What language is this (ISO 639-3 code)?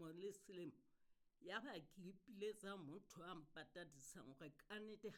sot